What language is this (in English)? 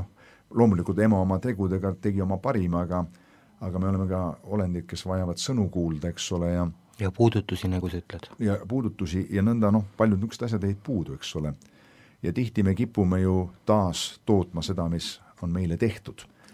Estonian